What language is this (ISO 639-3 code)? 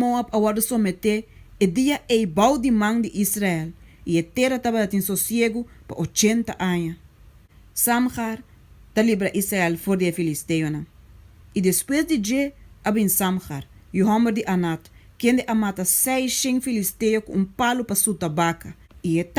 pap